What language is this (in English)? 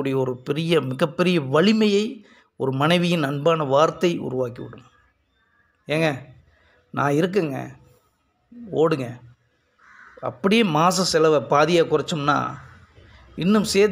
Tamil